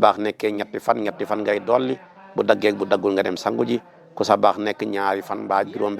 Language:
Wolof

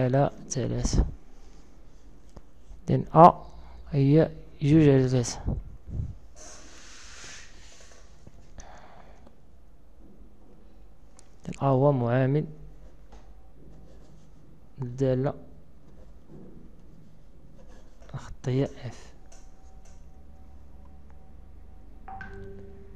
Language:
Moroccan Arabic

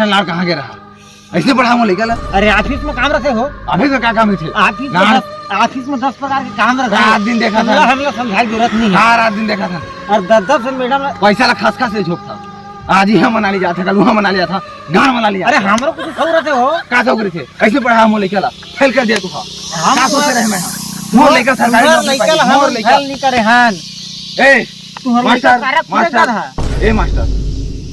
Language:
Chhattisgarhi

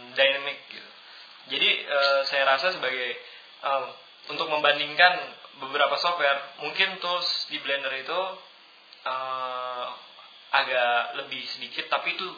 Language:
Indonesian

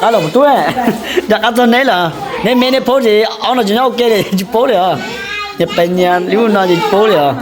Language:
Hmong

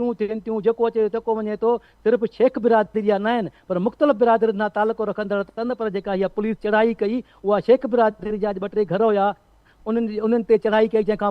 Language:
Sindhi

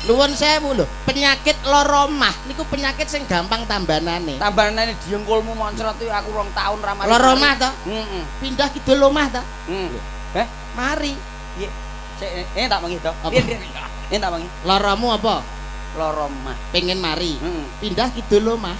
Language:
Javanese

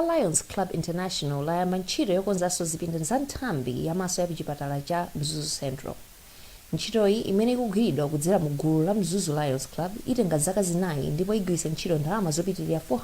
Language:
Nyanja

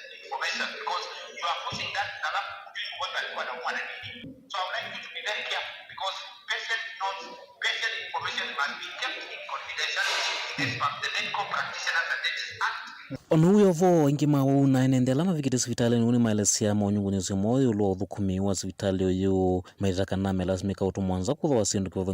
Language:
Kamba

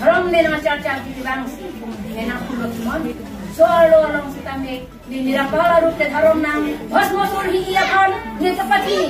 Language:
Karbi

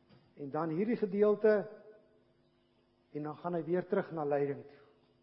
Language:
Afrikaans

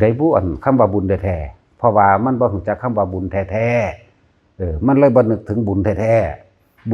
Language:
Northeastern Thai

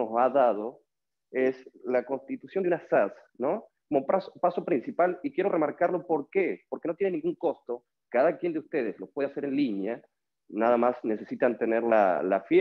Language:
Spanish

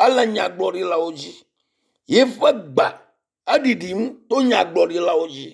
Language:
Ewe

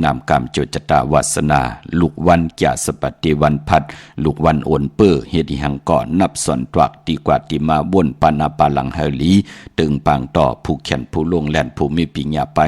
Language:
Shan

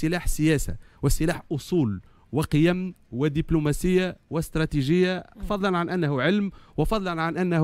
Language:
Tunisian Arabic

